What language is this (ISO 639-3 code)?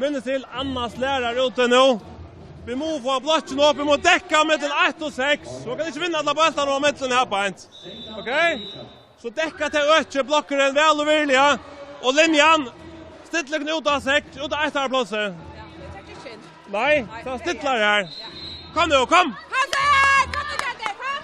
fao